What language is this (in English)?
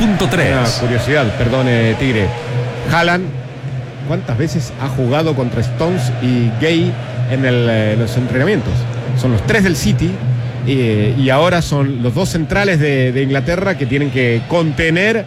Spanish